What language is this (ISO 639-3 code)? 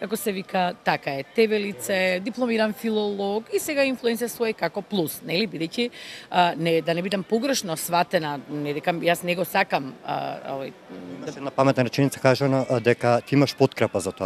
mkd